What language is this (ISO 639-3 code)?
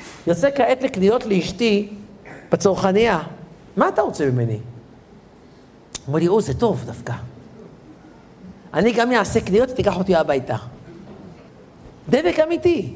heb